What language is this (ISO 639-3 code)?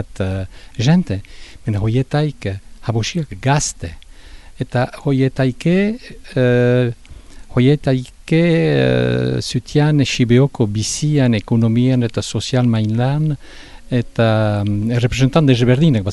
eus